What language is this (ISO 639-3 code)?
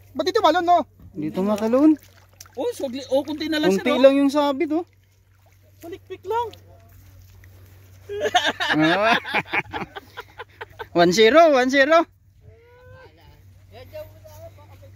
fil